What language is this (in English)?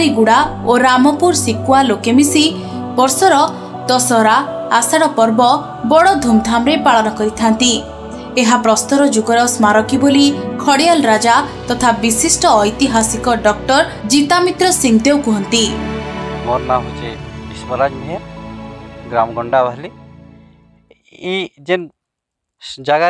Odia